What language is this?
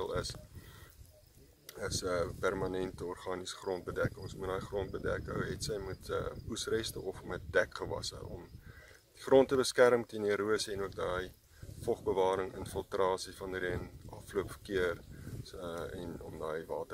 Afrikaans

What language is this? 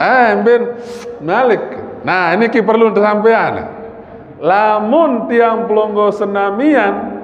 Sasak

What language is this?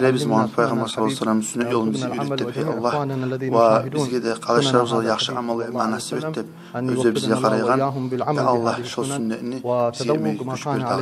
Kumyk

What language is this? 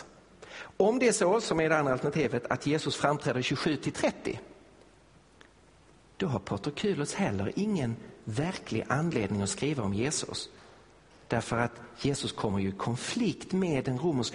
Swedish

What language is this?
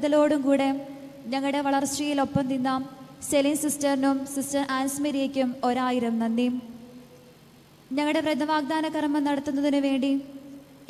Malayalam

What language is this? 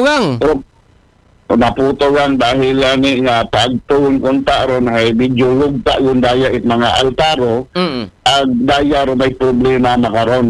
Aklanon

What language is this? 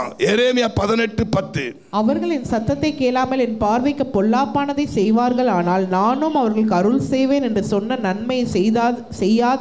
Tamil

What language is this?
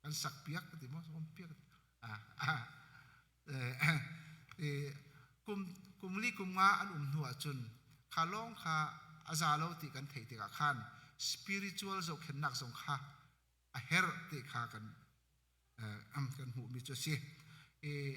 Hakha Chin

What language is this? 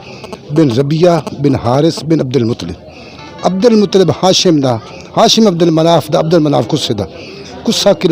Western Panjabi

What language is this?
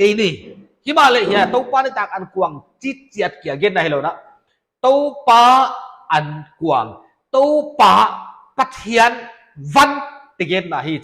Paite Chin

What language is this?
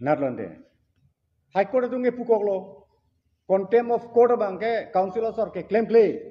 Karbi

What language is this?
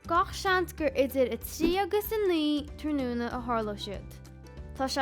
Irish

